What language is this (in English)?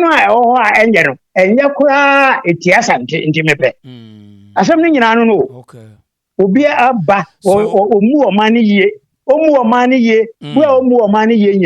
Akan